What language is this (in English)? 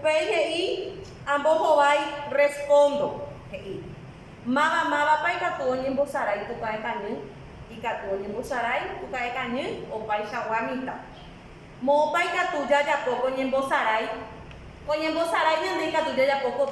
Guarani